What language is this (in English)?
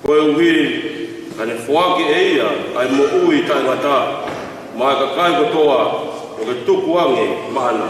Tongan